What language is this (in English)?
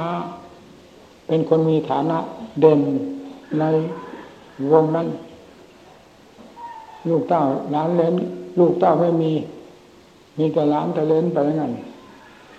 Thai